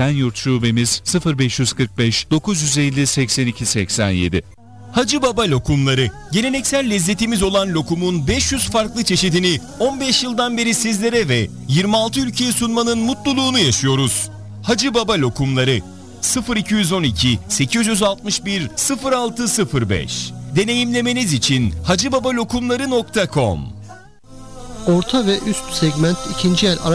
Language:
Turkish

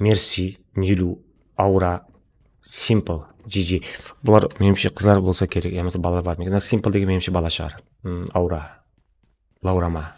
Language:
Kara-Kalpak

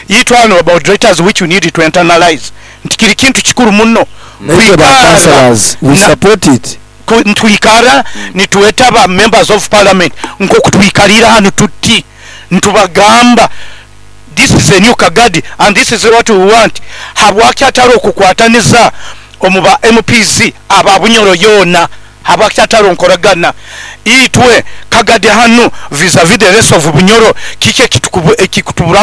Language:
Nyoro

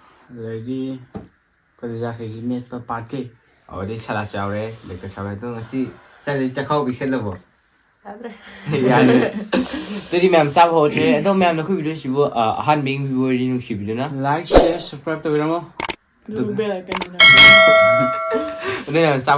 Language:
Manipuri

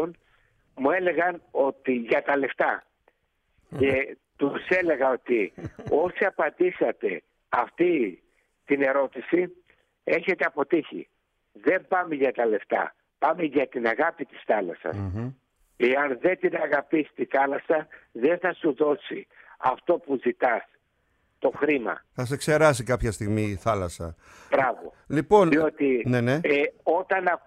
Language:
Greek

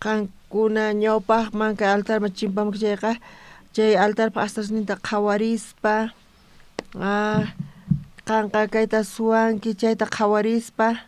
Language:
South Bolivian Quechua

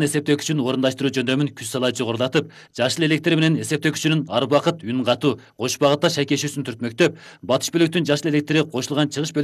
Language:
Kyrgyz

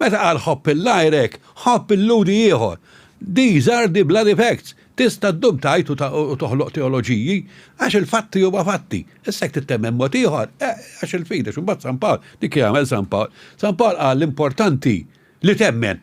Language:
Maltese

